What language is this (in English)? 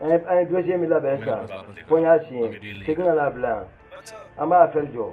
Bambara